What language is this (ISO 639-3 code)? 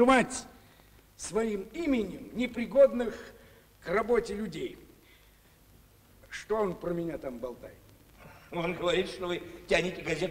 rus